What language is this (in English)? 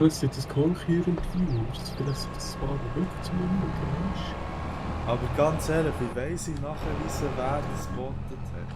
Swiss German